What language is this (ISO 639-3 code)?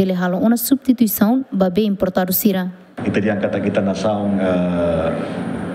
tet